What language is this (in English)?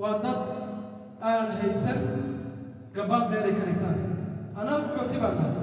Somali